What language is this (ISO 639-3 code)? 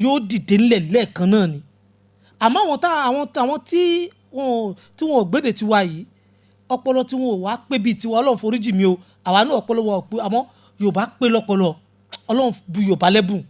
yor